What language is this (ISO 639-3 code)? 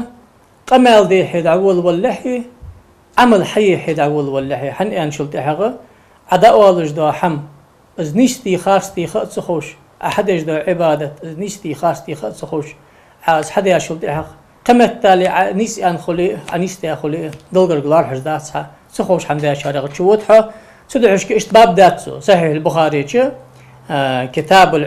inh